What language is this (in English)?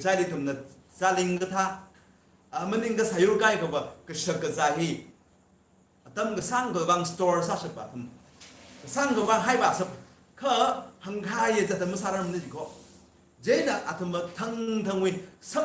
Tangkhul Naga (India)